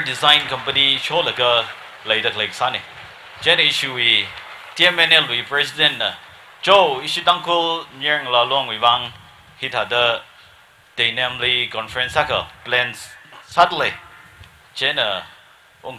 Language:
Tangkhul Naga (India)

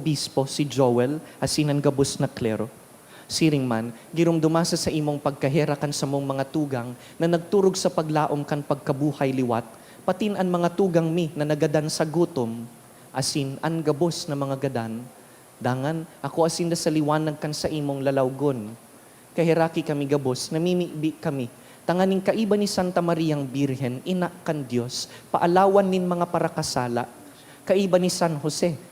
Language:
Bikol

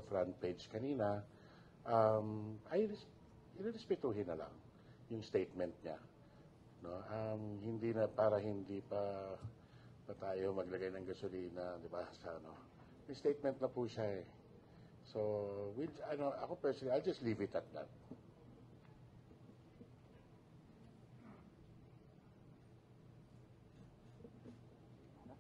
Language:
Filipino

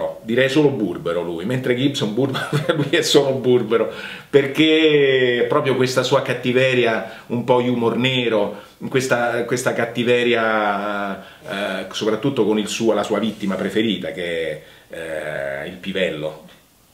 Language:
Italian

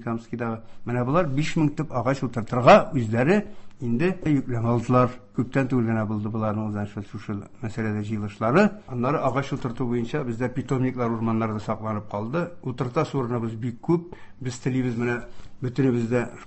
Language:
Tatar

